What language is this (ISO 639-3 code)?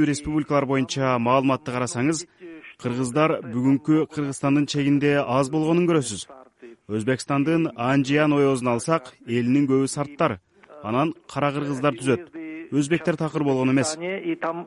kir